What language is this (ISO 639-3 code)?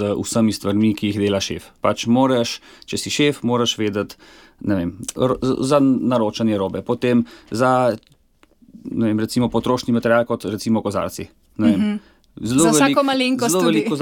slv